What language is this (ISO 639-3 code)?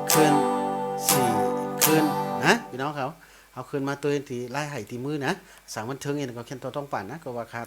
shn